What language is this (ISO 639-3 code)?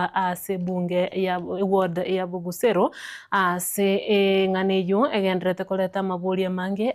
guz